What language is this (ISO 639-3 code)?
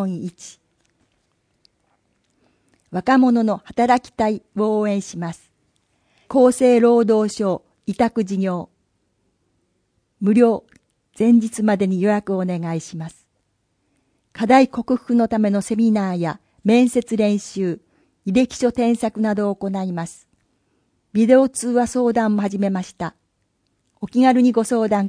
jpn